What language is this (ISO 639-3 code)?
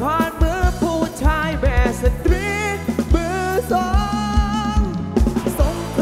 tha